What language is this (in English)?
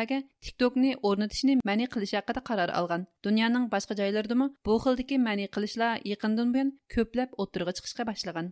Uyghur